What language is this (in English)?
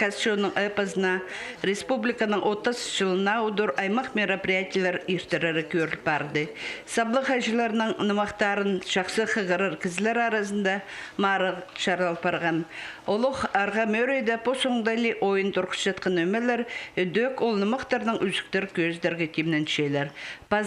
Khakas